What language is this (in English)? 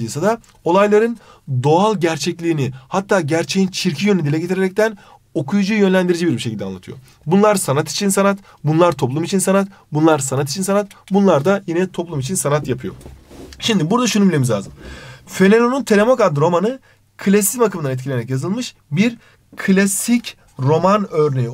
Turkish